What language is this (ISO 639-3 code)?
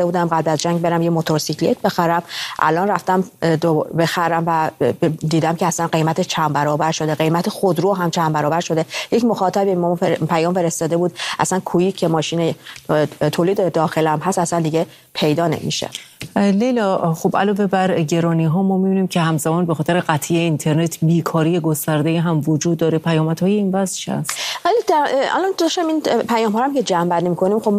fas